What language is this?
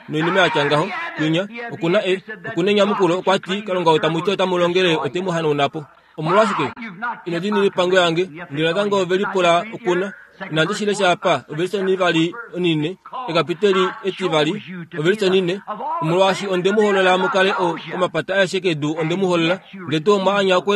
Kuanyama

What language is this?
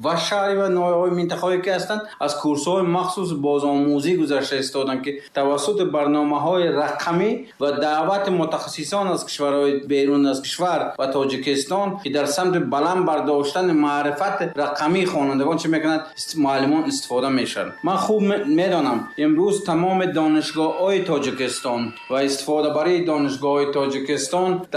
Tajik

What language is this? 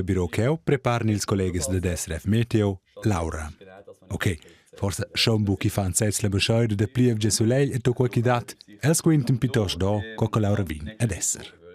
Romansh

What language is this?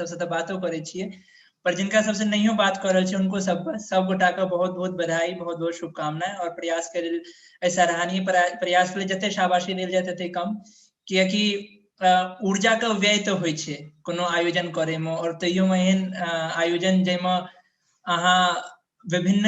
Maithili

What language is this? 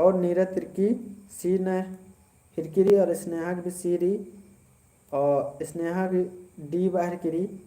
Kurukh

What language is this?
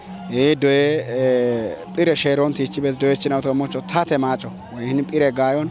Kafa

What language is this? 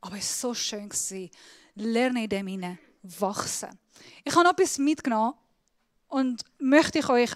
Swiss German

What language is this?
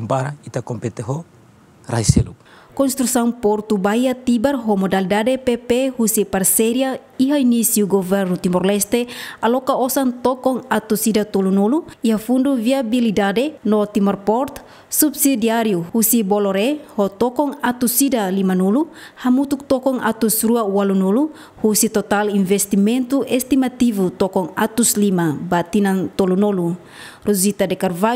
Tetum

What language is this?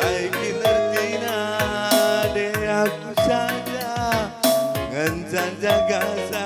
Batak Karo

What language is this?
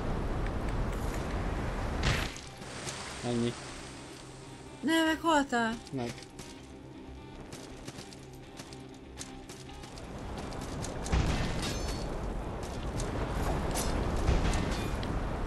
Hungarian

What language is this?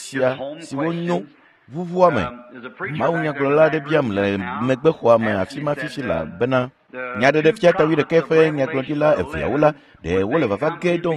Ewe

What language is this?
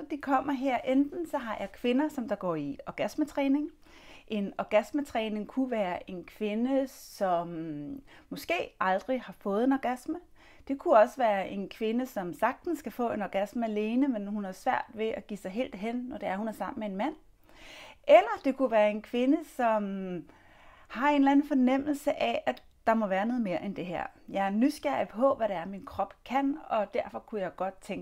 Danish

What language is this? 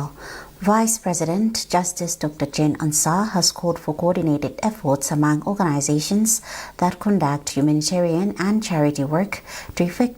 English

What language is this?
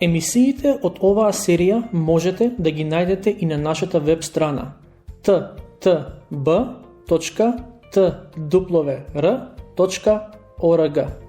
Macedonian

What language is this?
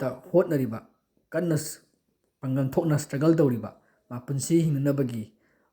Manipuri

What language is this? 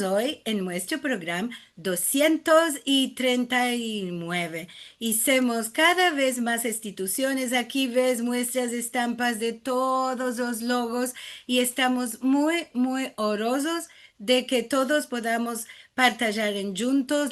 Ladino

